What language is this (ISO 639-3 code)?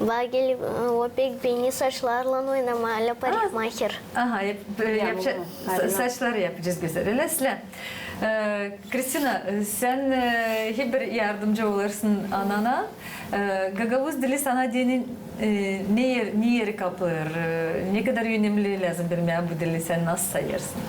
gag